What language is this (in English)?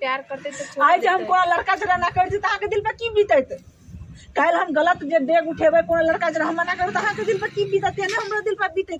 Maithili